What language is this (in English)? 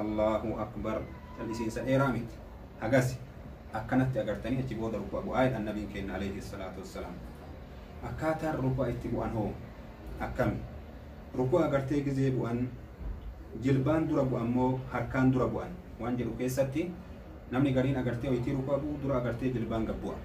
Oromo